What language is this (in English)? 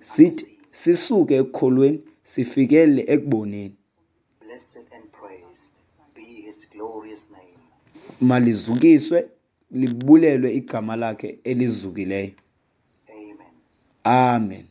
Xhosa